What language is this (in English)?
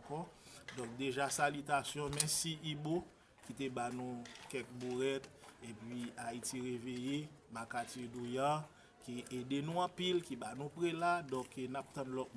Haitian Creole